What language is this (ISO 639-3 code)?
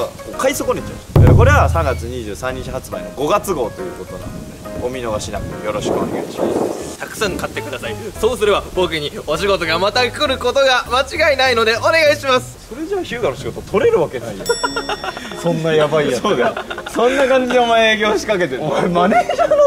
jpn